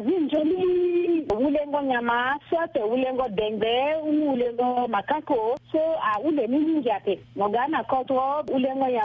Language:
Sango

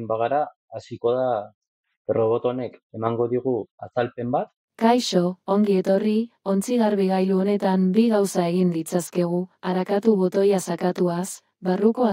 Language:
Basque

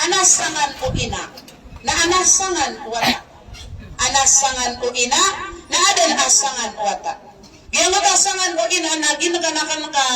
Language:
Maranao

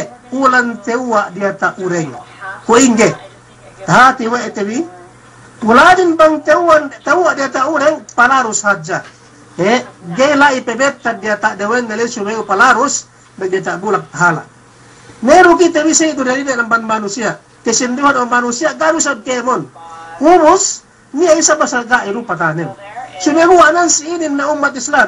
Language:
Yakan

